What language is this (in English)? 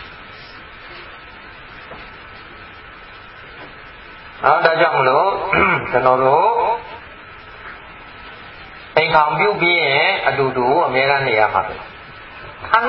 Burmese